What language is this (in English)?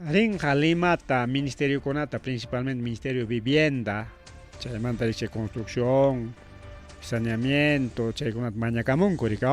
Ayacucho Quechua